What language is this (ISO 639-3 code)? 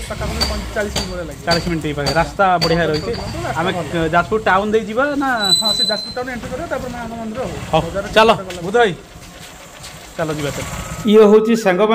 ori